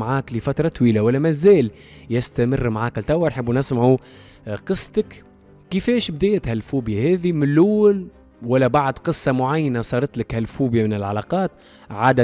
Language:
Tunisian Arabic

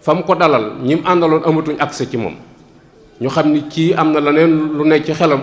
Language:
Wolof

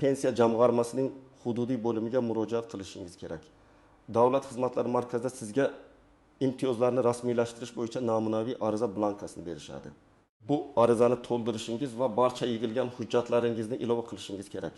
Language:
Uzbek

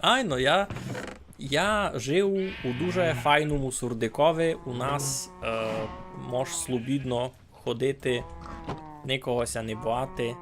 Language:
Rusyn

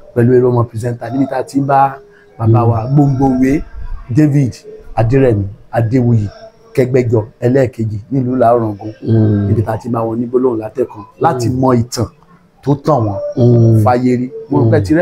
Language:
Yoruba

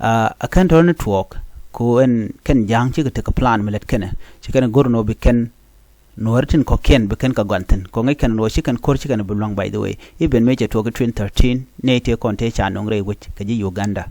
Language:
Nuer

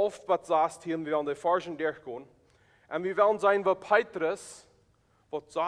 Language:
Plautdietsch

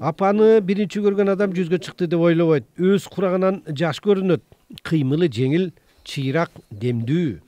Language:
Kyrgyz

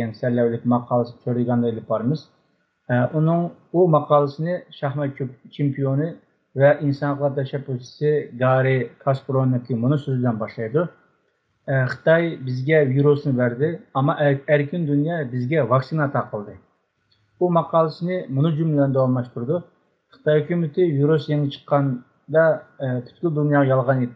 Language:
Uyghur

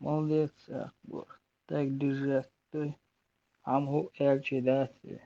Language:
Chechen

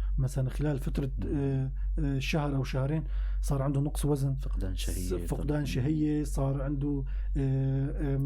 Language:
North Levantine Arabic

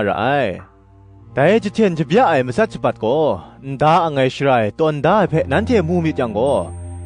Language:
Kachin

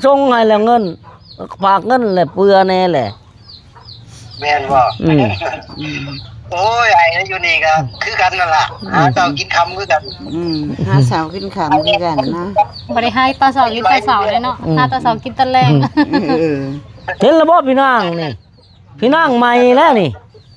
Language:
Lao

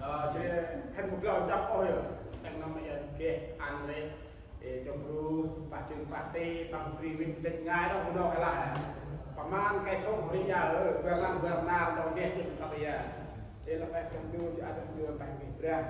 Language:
Central Mnong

